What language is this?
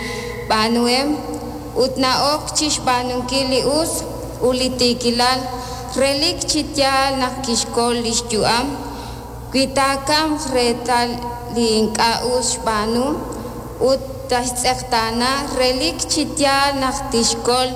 Kekchí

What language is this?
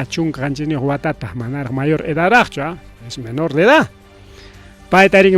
Ayacucho Quechua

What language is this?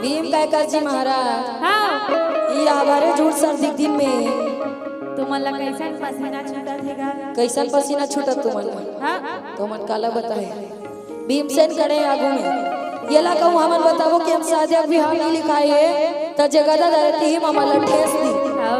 Chhattisgarhi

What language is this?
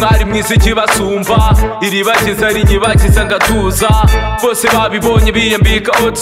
Kinyarwanda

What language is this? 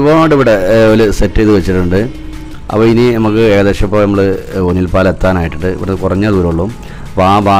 Malayalam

